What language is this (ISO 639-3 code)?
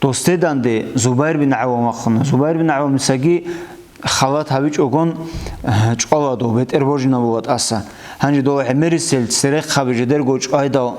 ava